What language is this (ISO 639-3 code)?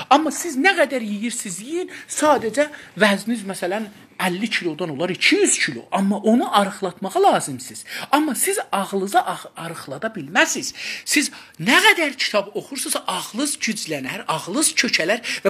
azb